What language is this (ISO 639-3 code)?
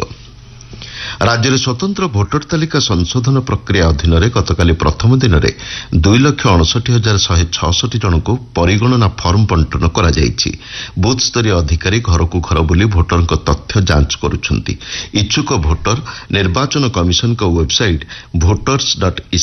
ori